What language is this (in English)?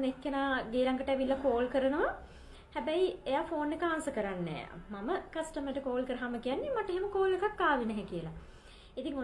Sinhala